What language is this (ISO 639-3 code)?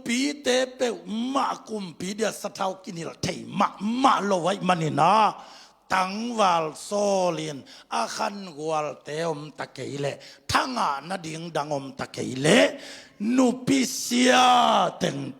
ctd